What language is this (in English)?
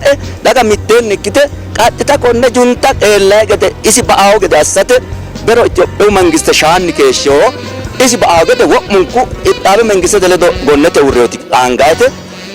Sidamo